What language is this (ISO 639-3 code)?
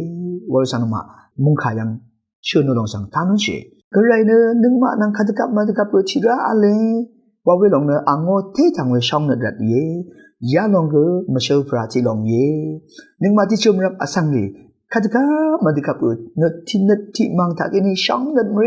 raw